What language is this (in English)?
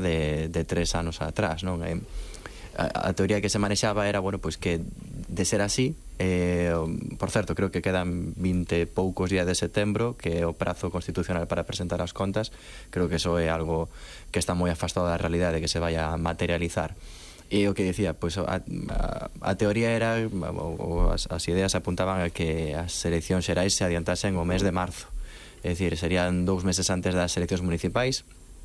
Galician